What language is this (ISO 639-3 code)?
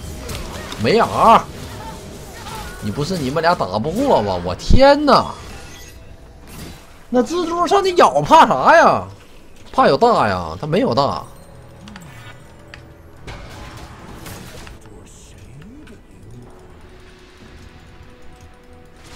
zho